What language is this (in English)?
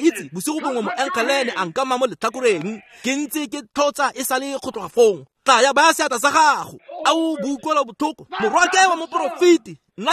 Tswana